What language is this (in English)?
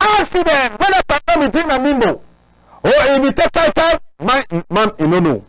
Cameroon Pidgin